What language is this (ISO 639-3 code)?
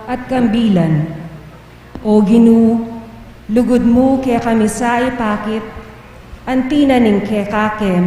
pam